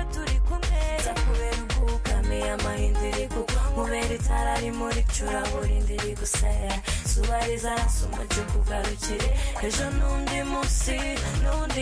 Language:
Kinyarwanda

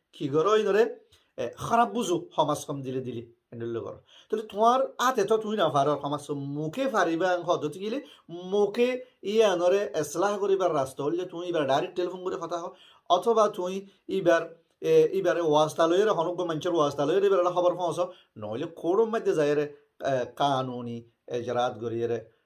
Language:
Rohingya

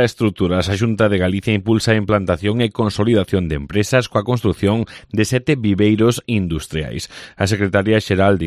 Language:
Galician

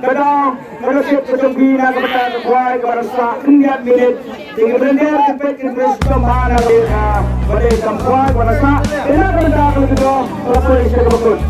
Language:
Khasi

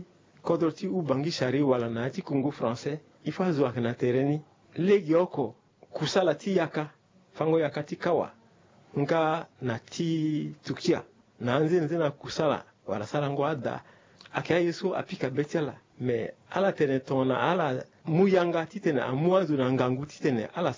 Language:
Sango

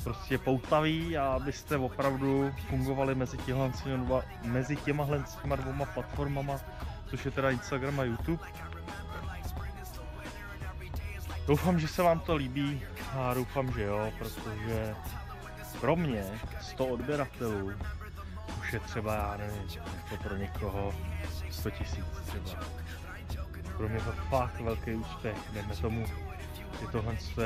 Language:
Czech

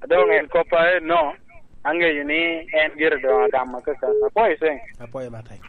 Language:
Lango (Uganda)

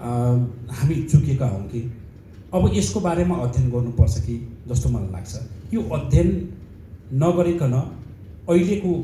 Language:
Nepali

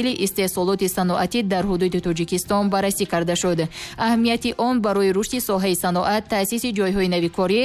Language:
Tajik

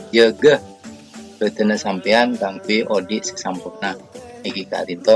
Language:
Madurese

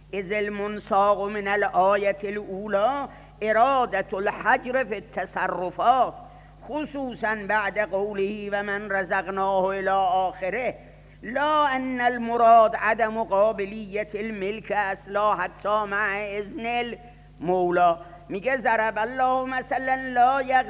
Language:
Persian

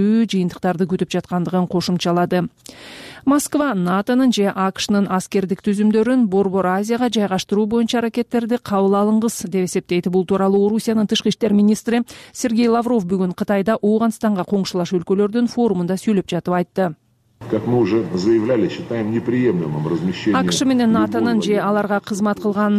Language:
Kyrgyz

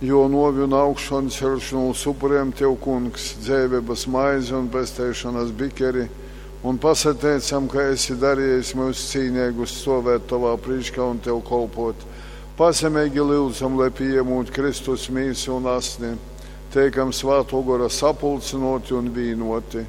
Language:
Latgalian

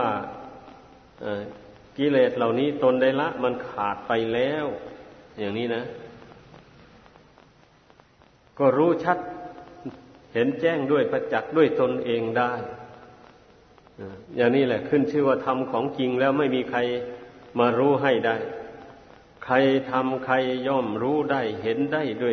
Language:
Thai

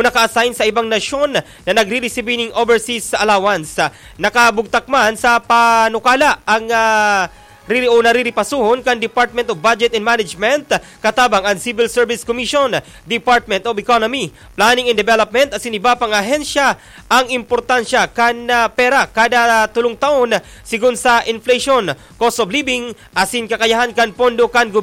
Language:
Bikol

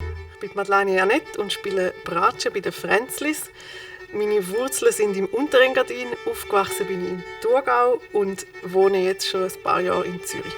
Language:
Swiss German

